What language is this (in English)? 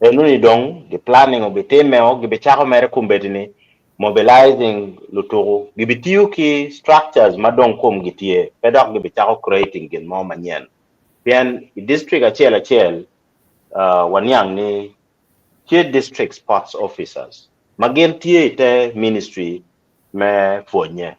Acoli